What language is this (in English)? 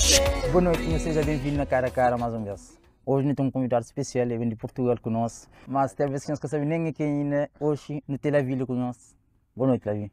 Kabuverdianu